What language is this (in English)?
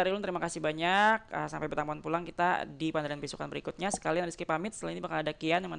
Banjar